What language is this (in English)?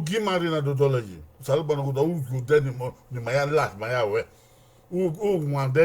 Bini